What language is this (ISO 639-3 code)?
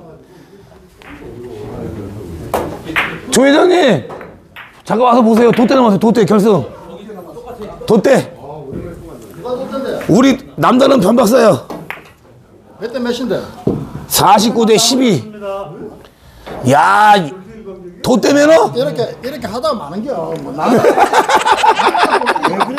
kor